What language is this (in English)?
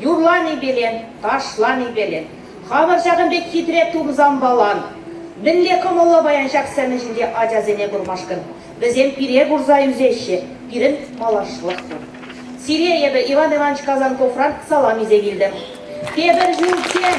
Chuvash